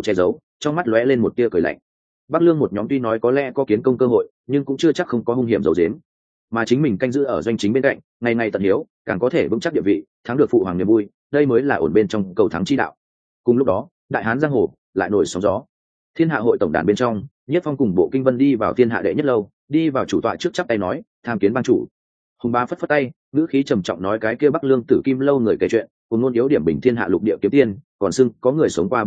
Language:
Vietnamese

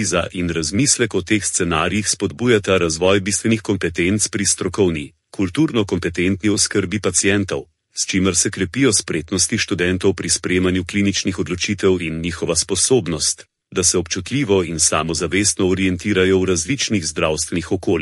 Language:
Slovenian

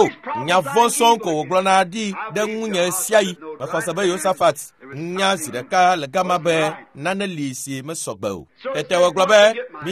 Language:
Ewe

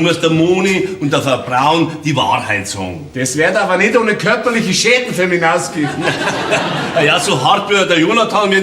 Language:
Bavarian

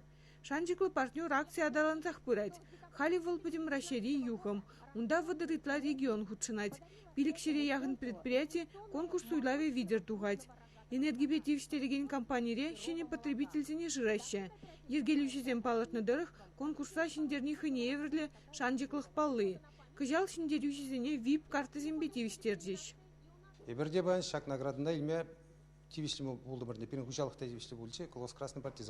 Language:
Chuvash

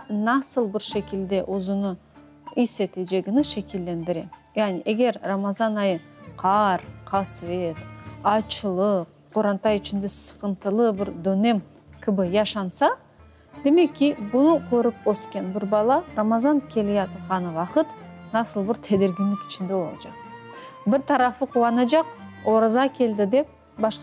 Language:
Crimean Tatar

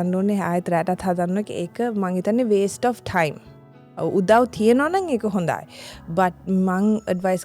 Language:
Sinhala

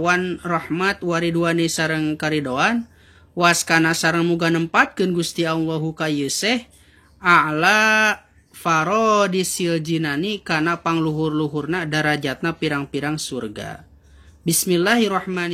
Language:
Sundanese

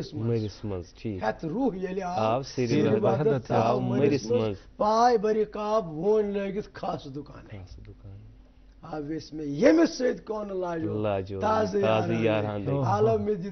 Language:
Kashmiri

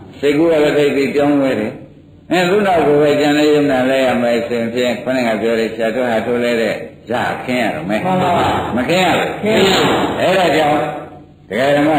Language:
Burmese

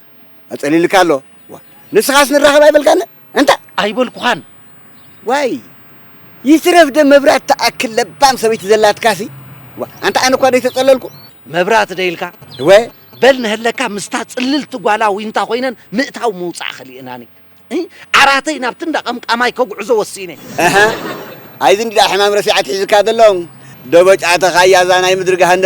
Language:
Tigrinya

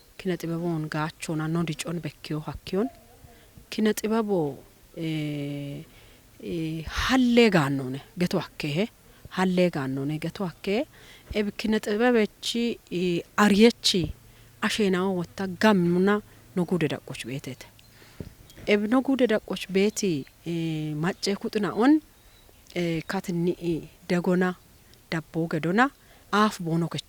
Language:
Kafa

